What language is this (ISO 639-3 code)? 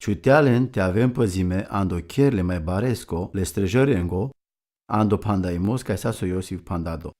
rom